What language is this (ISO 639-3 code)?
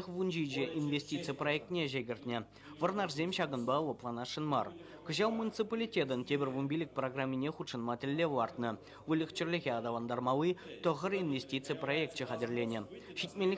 chv